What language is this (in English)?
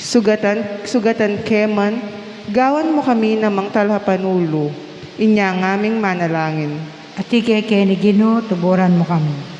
Pampanga